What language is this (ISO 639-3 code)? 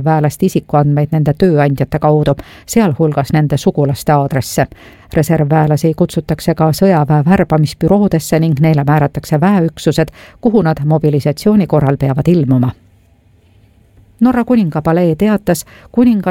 est